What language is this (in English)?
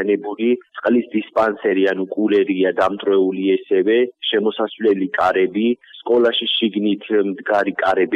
Georgian